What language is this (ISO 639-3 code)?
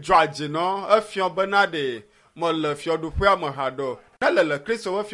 ewe